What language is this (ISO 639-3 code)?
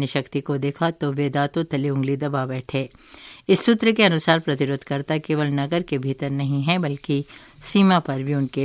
hin